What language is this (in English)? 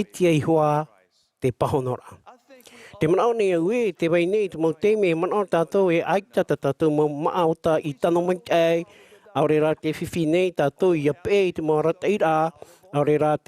Tahitian